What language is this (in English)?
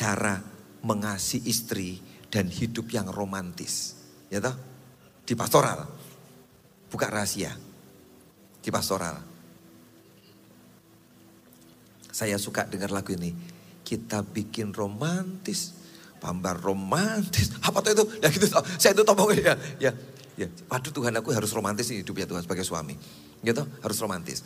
Indonesian